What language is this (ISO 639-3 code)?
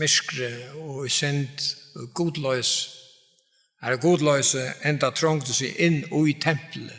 fao